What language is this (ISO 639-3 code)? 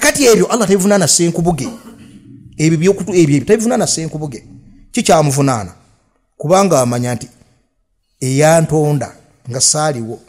lug